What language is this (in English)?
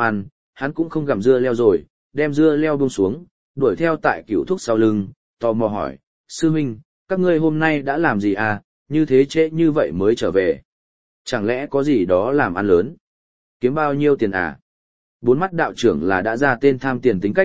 Vietnamese